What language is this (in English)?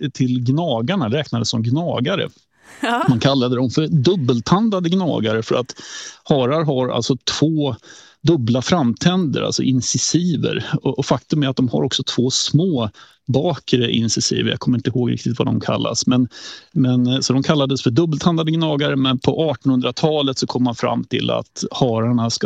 Swedish